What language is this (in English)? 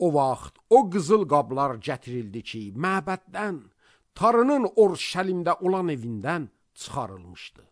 Azerbaijani